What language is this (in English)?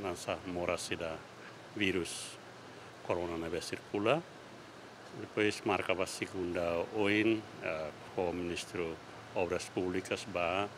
Tetum